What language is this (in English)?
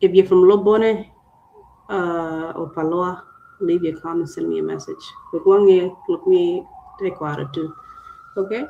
Acoli